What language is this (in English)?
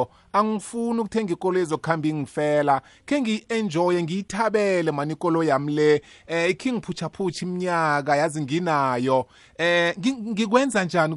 South Ndebele